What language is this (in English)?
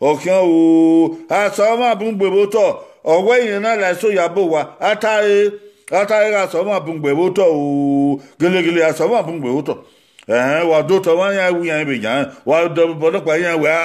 Bini